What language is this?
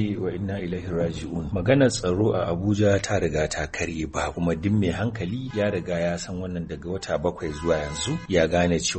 Hausa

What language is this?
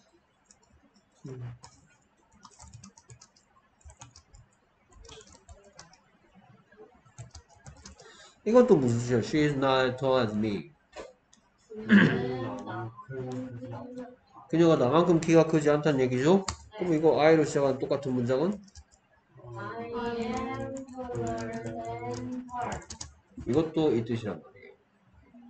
Korean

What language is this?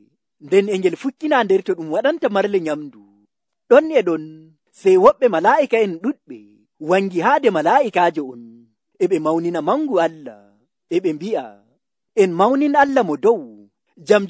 Nigerian Fulfulde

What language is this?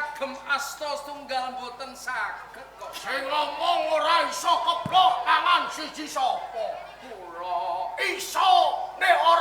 Javanese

